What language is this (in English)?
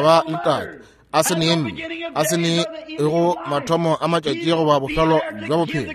Northern Sotho